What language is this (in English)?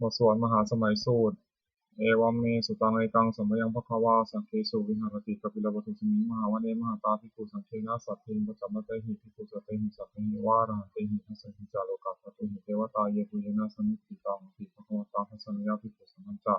Pali